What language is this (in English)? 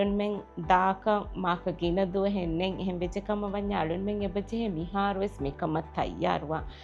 Divehi